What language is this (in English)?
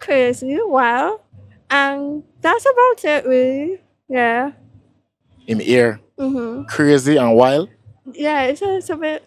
Jamaican Creole English